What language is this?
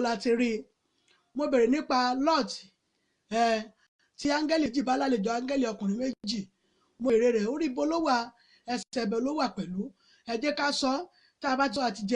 Yoruba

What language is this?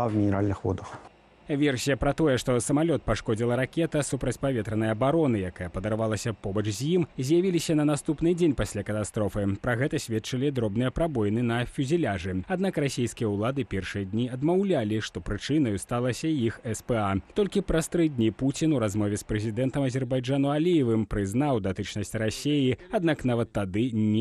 Belarusian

